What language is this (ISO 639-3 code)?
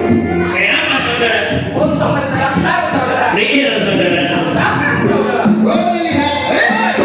bjn